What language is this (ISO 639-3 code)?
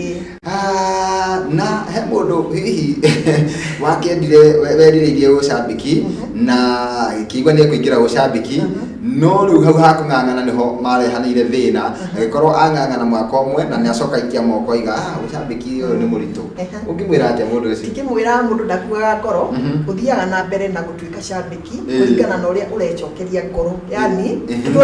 kik